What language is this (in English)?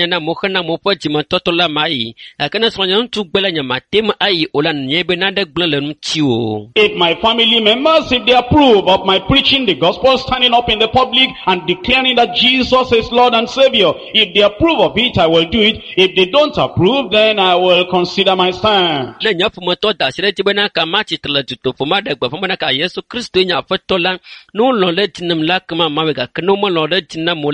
Ewe